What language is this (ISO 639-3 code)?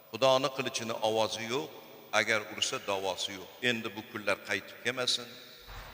uzb